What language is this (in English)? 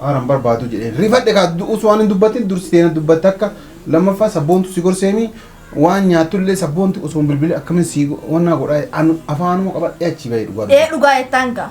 Oromo